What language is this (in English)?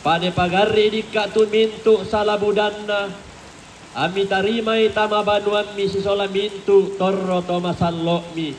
Toraja-Sa'dan